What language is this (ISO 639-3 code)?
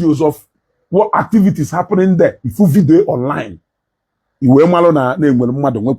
ibo